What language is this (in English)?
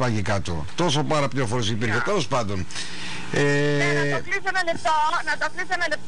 Greek